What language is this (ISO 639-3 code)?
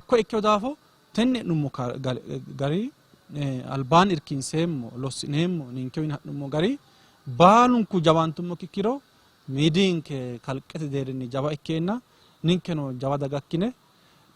sid